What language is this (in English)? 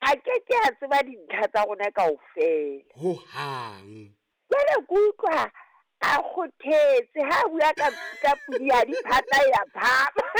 Southern Sotho